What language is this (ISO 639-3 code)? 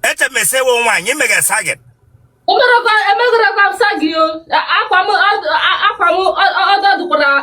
ibo